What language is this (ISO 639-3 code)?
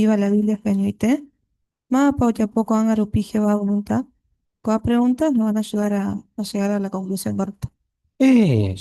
grn